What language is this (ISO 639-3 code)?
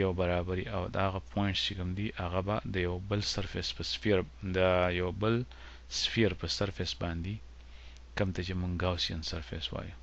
pus